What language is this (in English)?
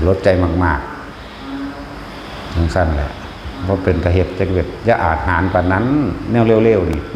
Northeastern Thai